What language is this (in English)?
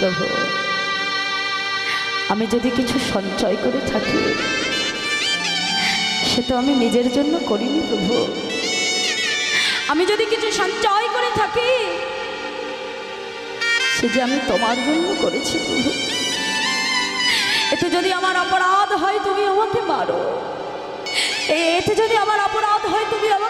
Bangla